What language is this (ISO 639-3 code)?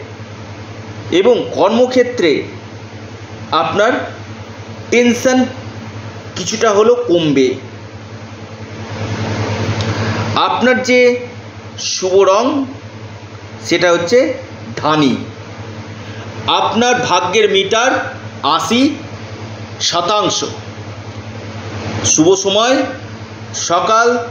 ben